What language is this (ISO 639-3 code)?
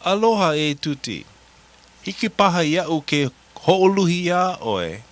haw